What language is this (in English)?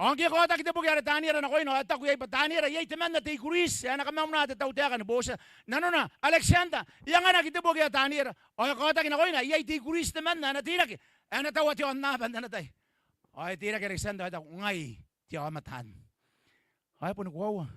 Gilbertese